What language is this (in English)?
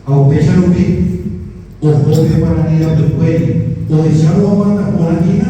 Guarani